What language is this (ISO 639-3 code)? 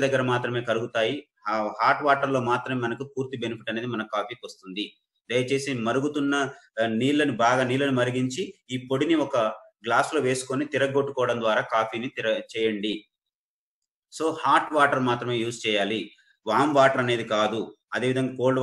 tel